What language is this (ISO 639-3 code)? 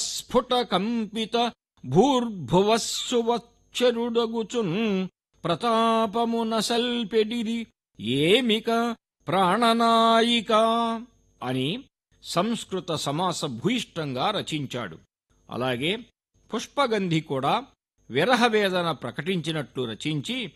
tel